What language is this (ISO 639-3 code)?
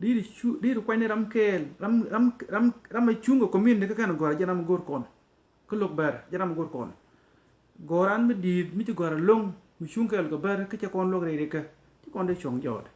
nus